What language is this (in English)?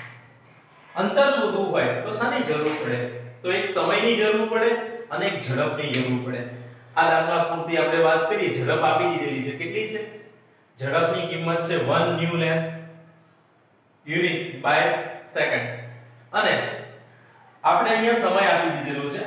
Gujarati